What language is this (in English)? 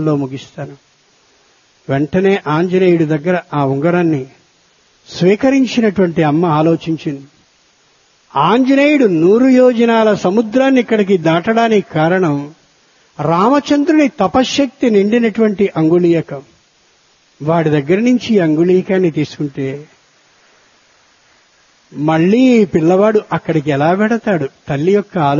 Telugu